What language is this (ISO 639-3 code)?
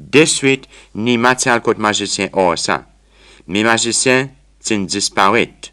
crs